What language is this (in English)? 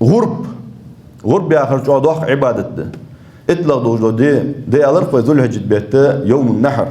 Ingush